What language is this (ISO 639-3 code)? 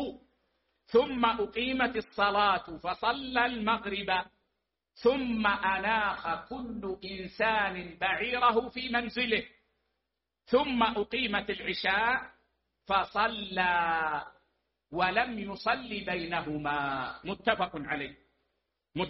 ara